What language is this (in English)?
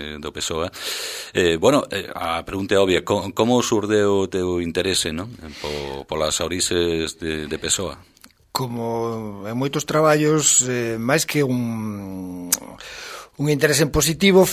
Galician